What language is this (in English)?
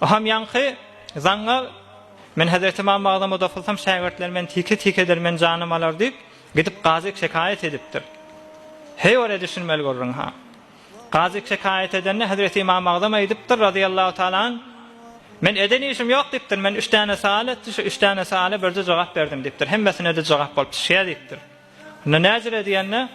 Turkmen